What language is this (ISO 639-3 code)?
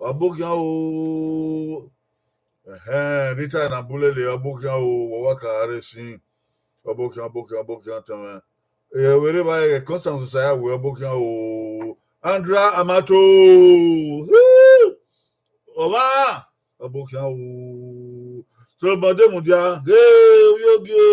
bin